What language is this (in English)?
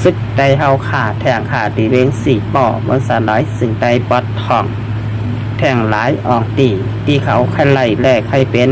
Shan